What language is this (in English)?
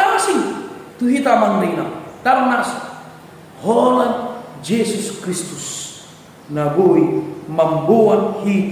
Batak Toba